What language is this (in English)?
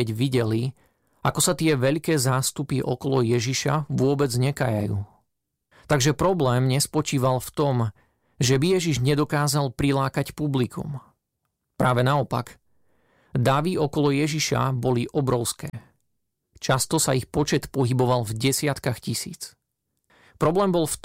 Slovak